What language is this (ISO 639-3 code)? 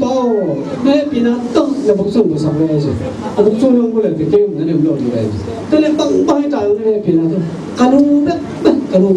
ctd